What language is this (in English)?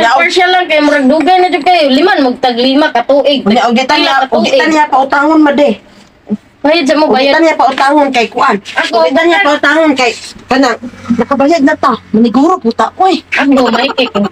Cebuano